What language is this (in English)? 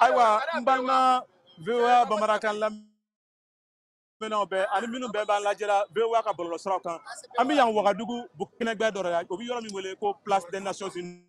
Bambara